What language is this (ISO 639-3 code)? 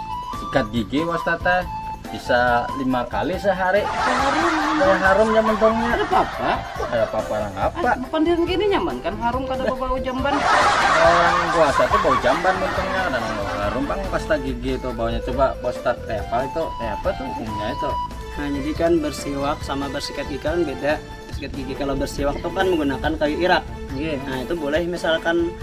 bjn